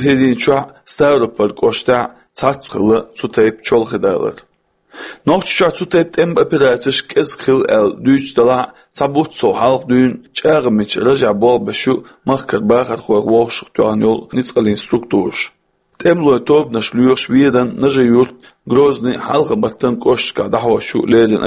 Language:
Chechen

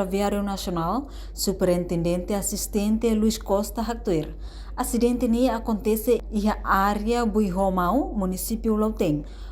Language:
Tetum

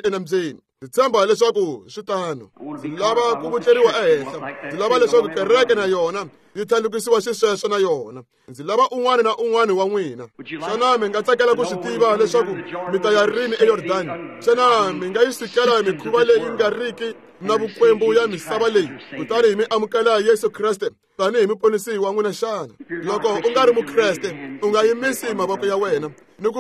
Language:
Tsonga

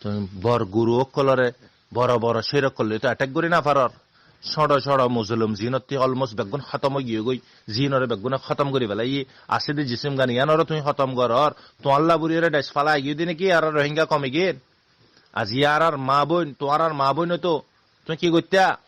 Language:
Rohingya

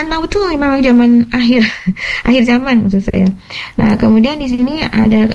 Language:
Indonesian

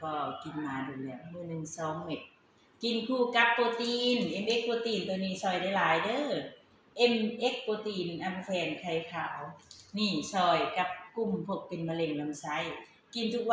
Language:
Lao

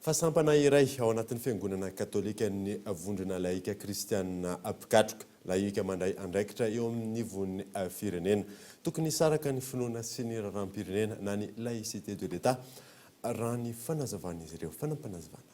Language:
Malagasy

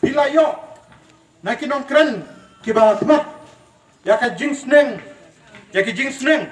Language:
Khasi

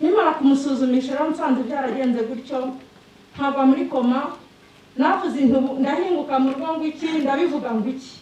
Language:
Kinyarwanda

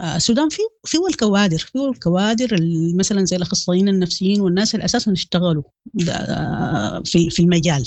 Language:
Sudanese Arabic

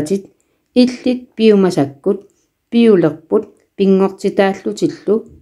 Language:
Kalaallisut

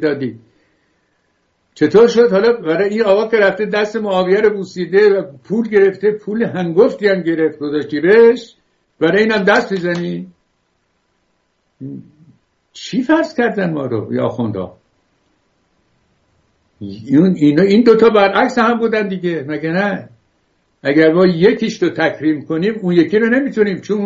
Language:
Persian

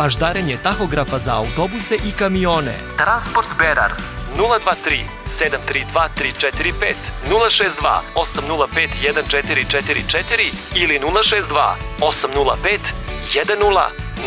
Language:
Serbian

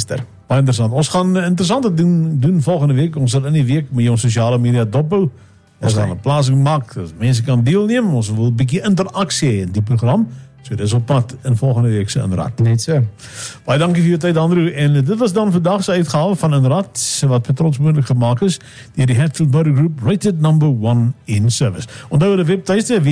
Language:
Afrikaans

